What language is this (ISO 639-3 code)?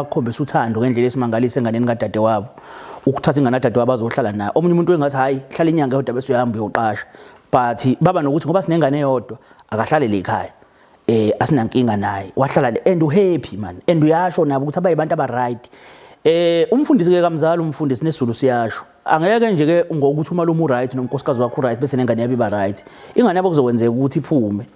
zul